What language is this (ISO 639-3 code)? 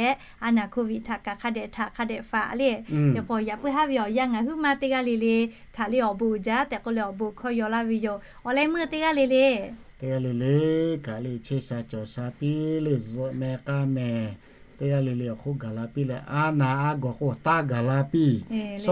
lhu